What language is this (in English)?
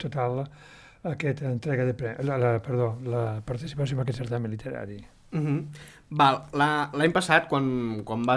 Catalan